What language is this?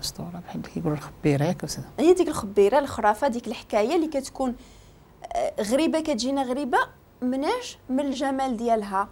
Moroccan Arabic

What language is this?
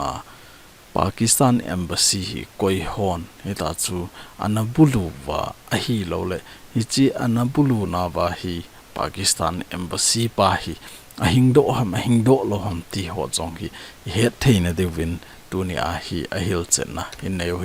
Thado Chin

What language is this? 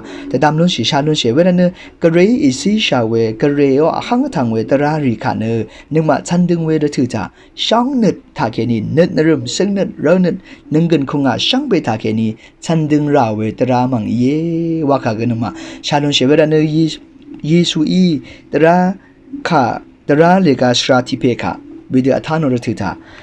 Rawang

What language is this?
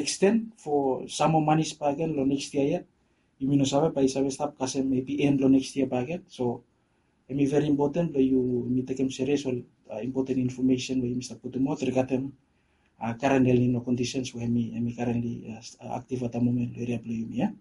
Bislama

